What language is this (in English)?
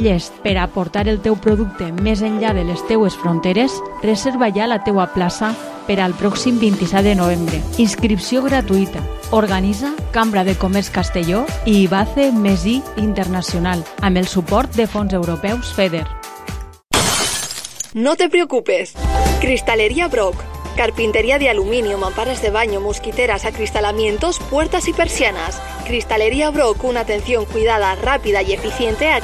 Catalan